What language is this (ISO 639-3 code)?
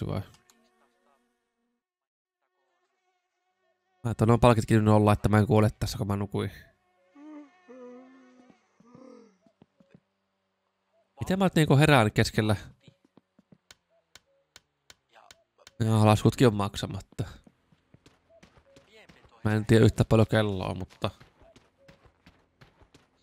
fin